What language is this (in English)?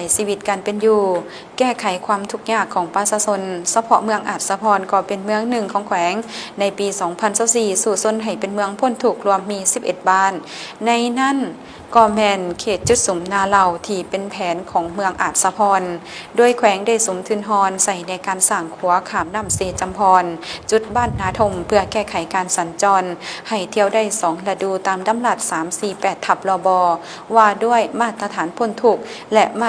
Lao